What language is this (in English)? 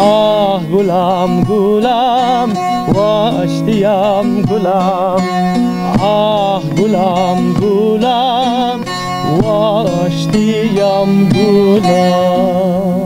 Zaza